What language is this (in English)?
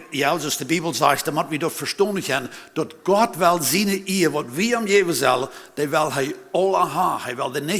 Plautdietsch